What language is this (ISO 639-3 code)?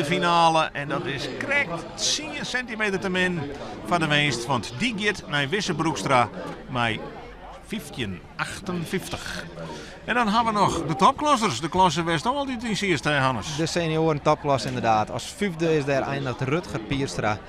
fry